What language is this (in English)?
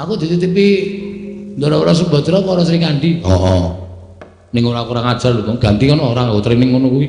Javanese